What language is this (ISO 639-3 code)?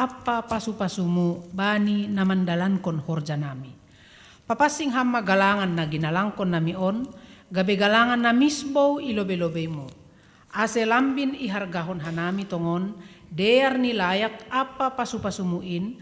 bts